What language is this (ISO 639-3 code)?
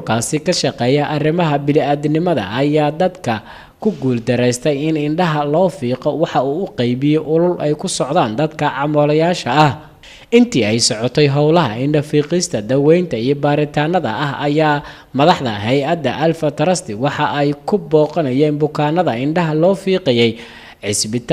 som